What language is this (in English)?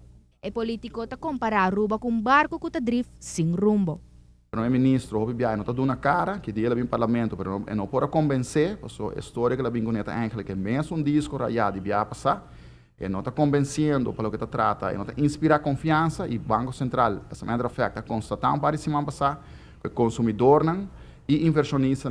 Papiamento